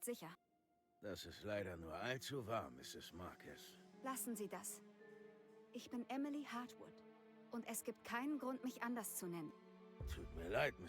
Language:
Bavarian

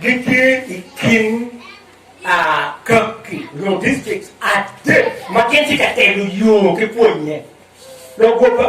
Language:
Acoli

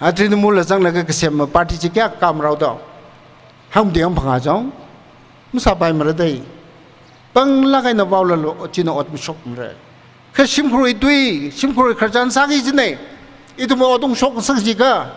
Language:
Tangkhul Naga (India)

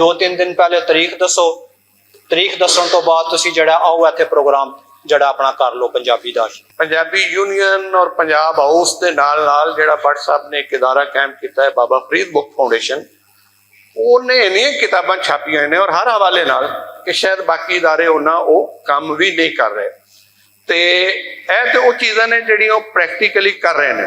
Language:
Western Panjabi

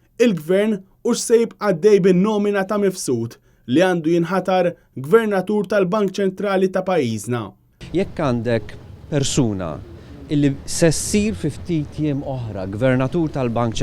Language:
Maltese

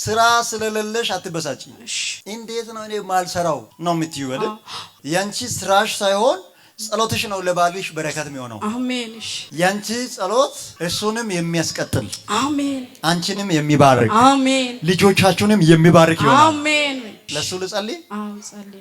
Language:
Amharic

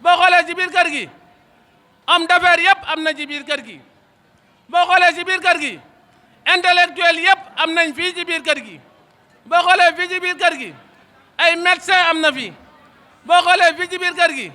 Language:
Wolof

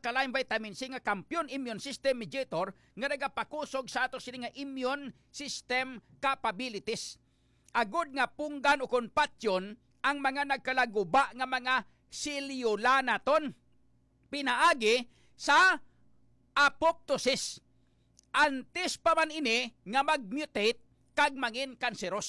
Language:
Hiligaynon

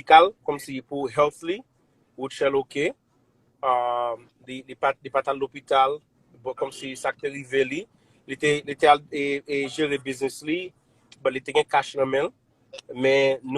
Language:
Haitian Creole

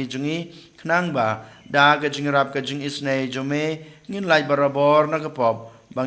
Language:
Khasi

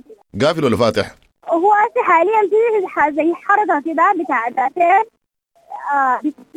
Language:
Sudanese Arabic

